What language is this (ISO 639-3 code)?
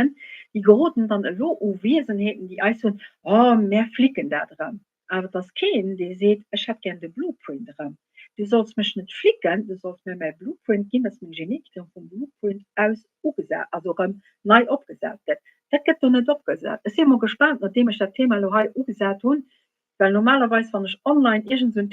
ltz